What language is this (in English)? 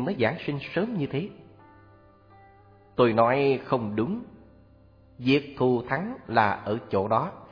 Vietnamese